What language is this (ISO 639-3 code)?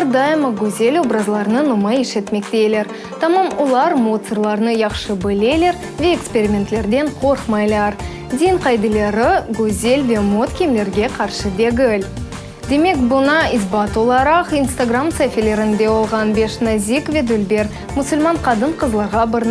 crh